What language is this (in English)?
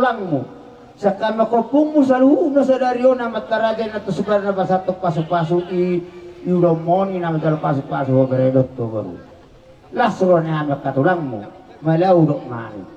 Batak Toba